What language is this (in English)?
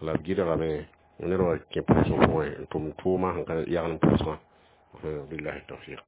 Mossi